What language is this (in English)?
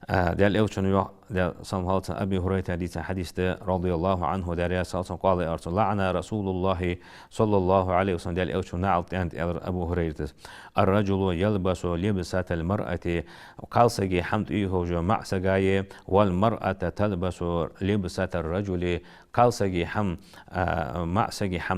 Ingush